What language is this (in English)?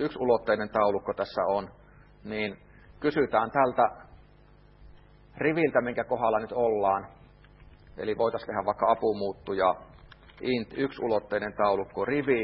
Finnish